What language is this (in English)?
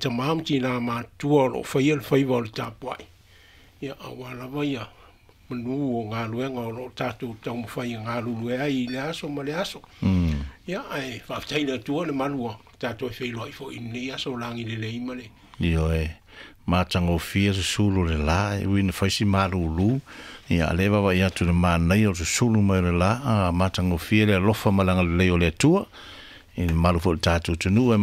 Samoan